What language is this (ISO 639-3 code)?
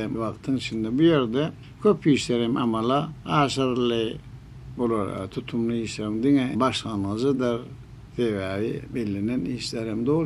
tuk